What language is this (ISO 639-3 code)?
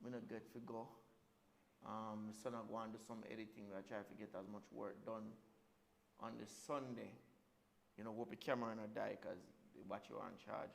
jam